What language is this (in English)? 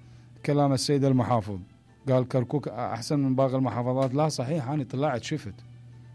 Mesopotamian Arabic